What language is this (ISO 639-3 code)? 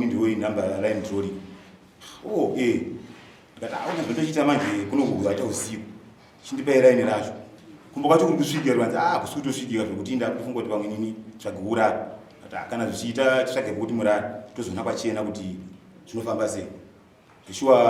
sna